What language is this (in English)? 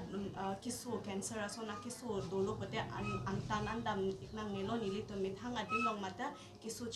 Karbi